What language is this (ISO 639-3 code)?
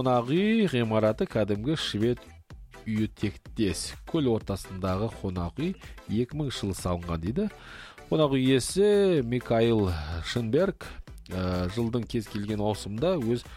kaz